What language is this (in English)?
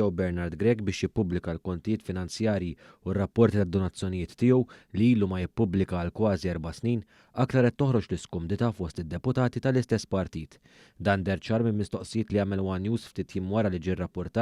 Maltese